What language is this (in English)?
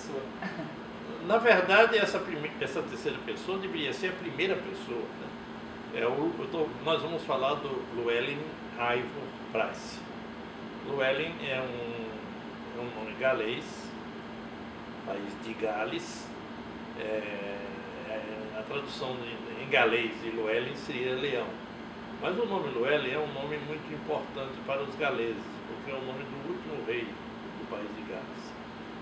Portuguese